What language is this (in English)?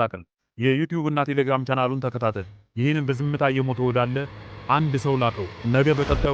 Amharic